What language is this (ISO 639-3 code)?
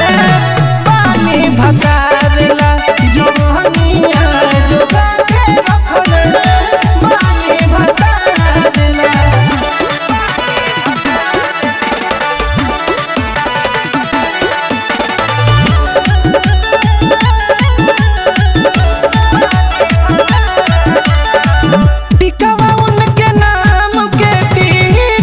bho